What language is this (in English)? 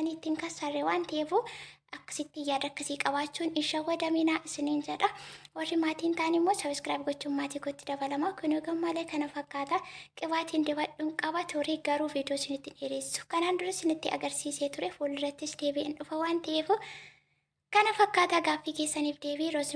Oromo